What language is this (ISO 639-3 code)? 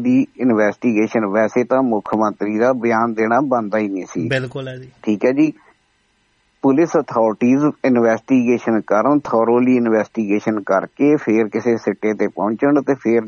pan